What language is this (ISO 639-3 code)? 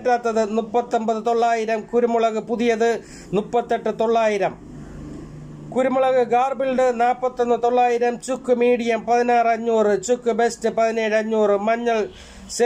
mal